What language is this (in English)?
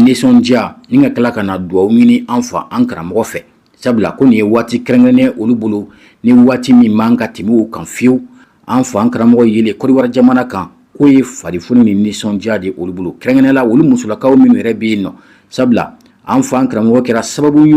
Bambara